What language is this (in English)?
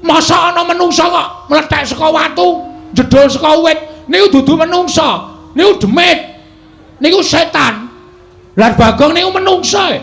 Javanese